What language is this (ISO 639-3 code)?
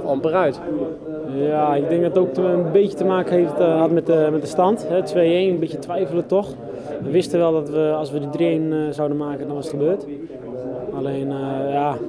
nld